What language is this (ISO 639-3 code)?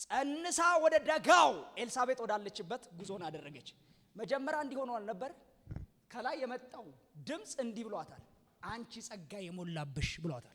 amh